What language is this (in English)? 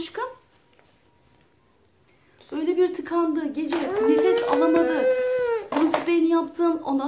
Turkish